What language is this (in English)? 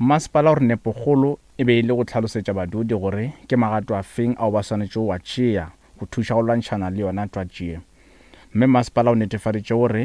Northern Sotho